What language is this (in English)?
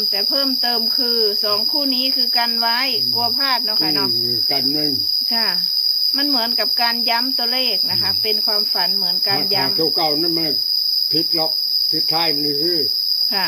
Northeastern Thai